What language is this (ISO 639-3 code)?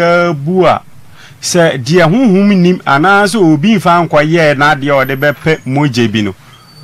aka